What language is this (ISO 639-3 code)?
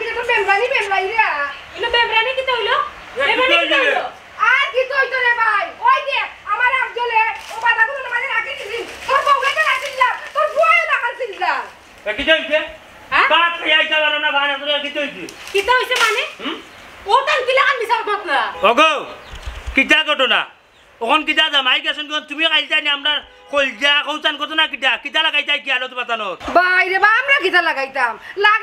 syl